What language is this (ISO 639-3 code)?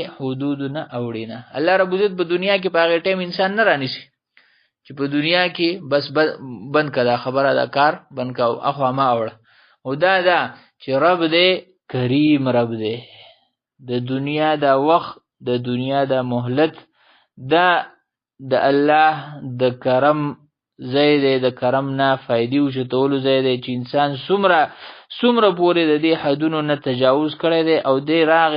pus